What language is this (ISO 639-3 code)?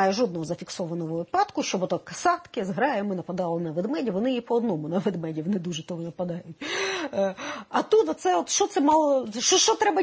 ukr